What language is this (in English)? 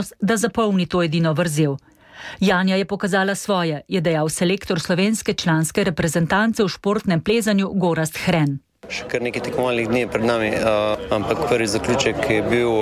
Slovenian